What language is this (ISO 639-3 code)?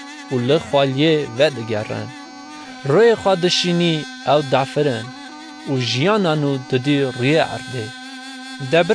kur